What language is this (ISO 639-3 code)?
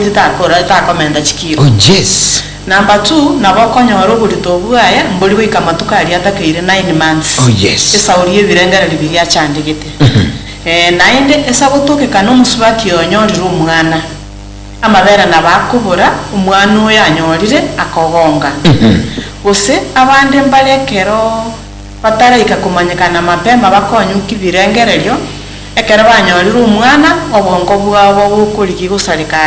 guz